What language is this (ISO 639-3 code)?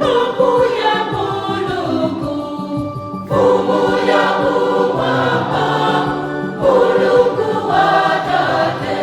nya